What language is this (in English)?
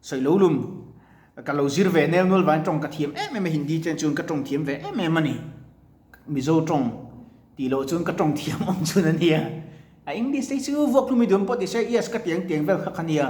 Mizo